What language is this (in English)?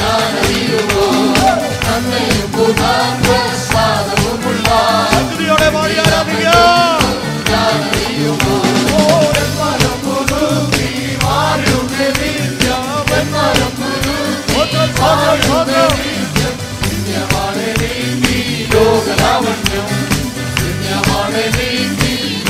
Malayalam